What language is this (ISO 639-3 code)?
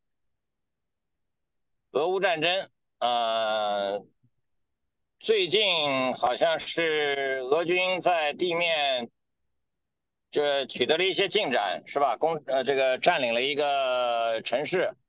zho